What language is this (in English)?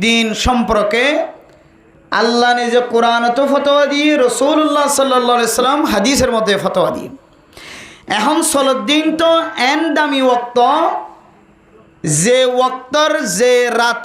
Rohingya